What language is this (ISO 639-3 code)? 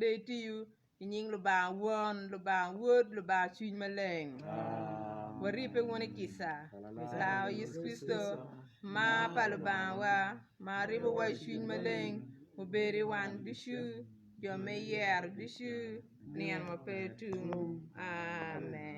ach